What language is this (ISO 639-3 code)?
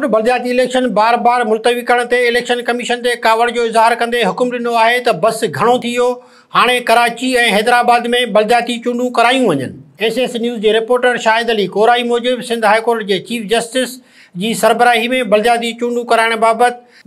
snd